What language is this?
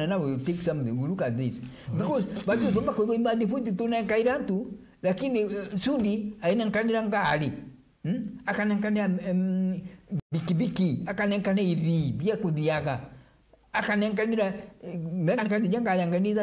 Meru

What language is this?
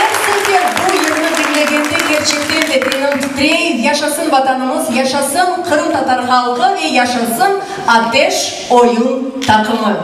Crimean Tatar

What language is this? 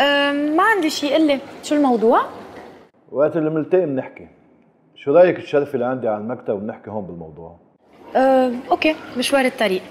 North Levantine Arabic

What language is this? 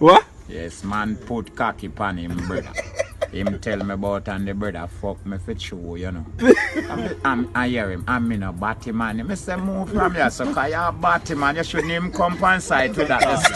Jamaican Creole English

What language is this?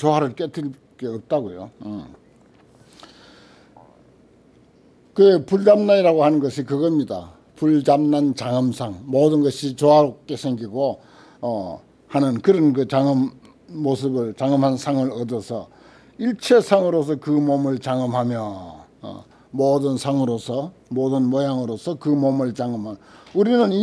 Korean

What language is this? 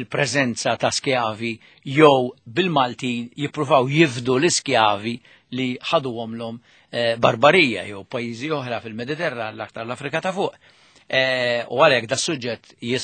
Maltese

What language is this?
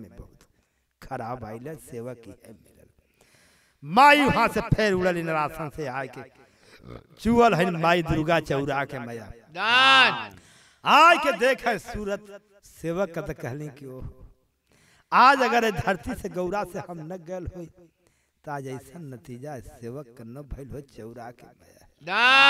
Bhojpuri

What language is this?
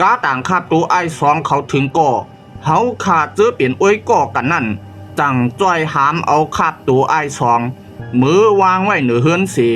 Shan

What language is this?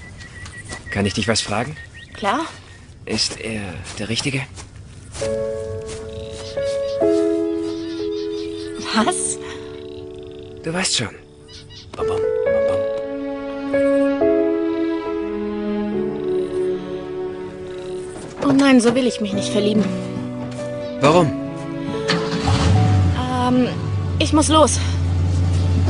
German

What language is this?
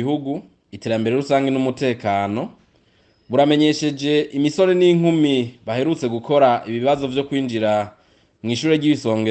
Rundi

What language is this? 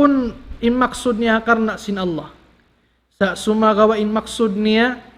Tausug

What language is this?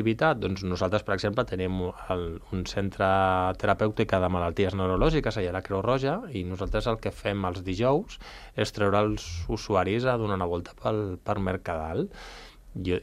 Catalan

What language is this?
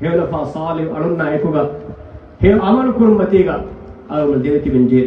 Divehi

